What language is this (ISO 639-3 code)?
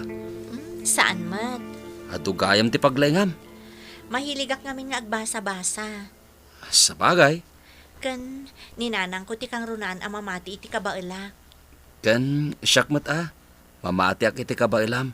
ilo